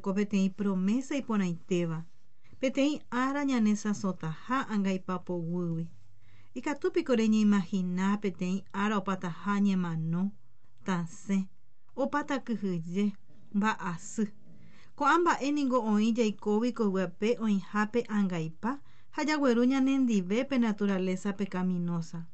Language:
Guarani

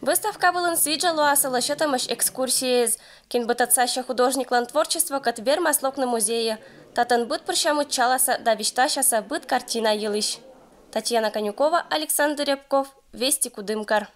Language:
Komi-Permyak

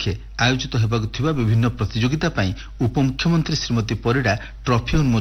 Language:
Odia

